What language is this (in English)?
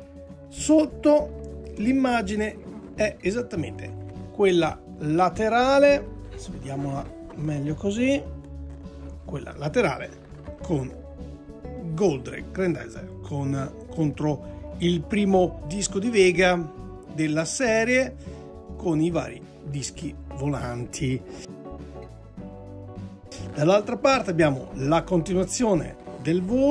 Italian